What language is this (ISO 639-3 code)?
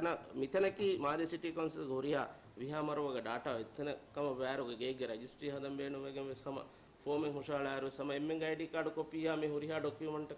div